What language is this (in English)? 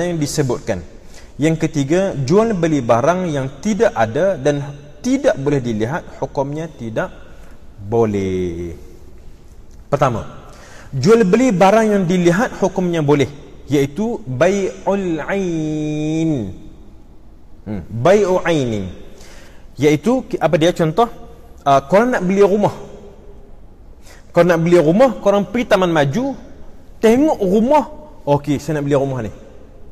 Malay